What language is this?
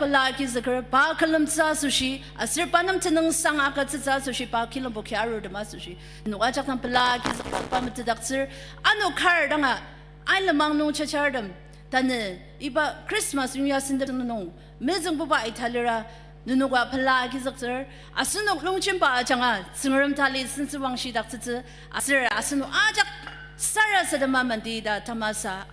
Ao Naga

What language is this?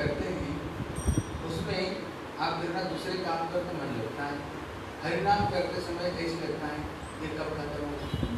Hindi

